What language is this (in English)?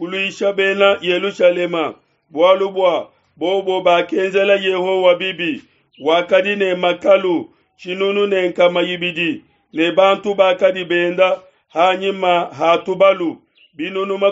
Luba-Lulua